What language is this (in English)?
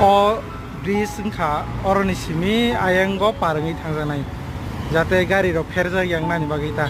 Kok Borok